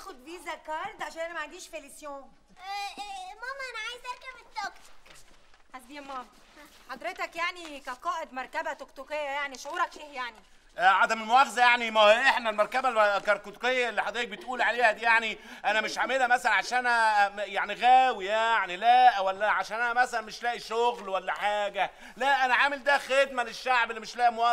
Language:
Egyptian Arabic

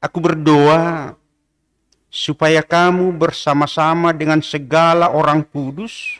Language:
Batak Simalungun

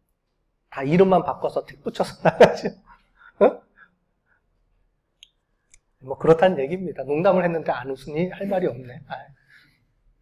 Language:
Korean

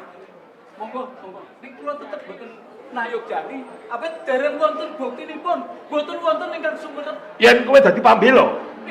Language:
Javanese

